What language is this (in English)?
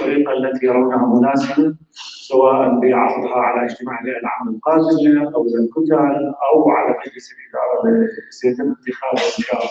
North Levantine Arabic